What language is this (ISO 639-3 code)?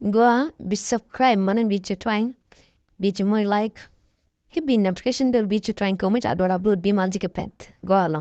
nus